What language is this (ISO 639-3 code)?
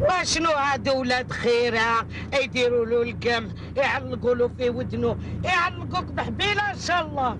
arq